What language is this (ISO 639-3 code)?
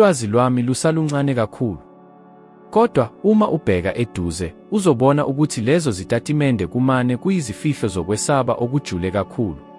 zul